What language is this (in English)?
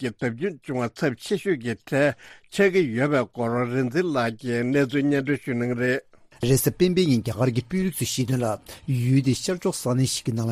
Tibetan